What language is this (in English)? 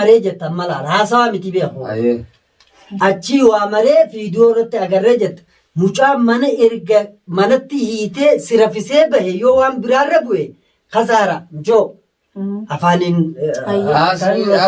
Oromo